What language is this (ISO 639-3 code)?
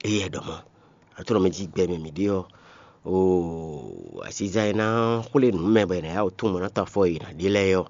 fon